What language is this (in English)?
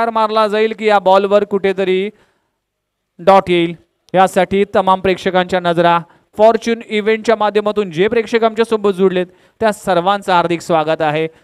Marathi